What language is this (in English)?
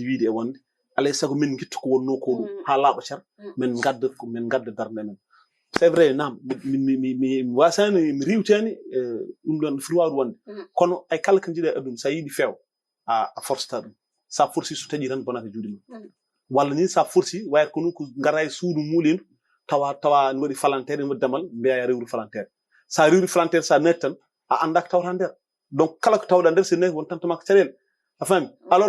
Fula